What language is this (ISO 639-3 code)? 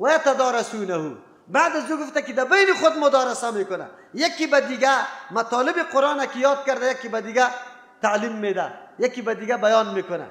fas